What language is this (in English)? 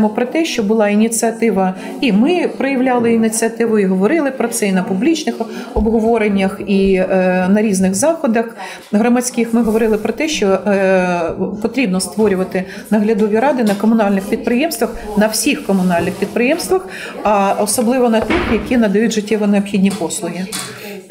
Ukrainian